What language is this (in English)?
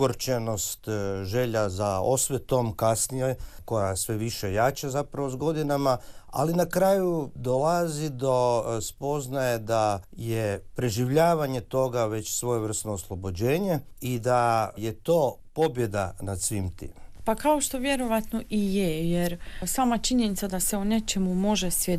Croatian